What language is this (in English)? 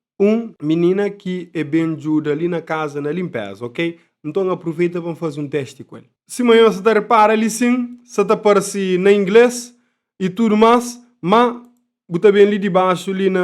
Kabuverdianu